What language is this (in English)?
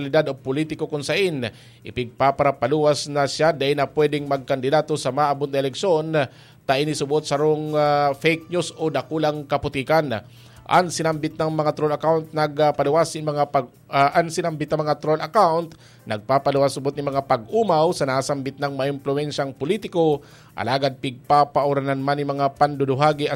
Bikol